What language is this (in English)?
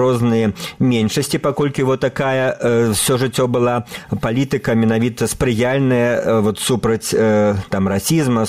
Belarusian